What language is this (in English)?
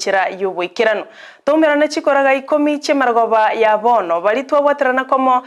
Gusii